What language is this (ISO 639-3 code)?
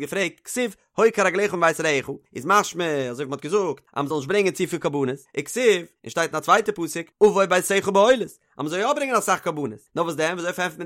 yid